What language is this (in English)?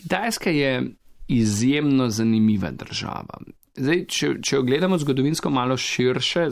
Slovenian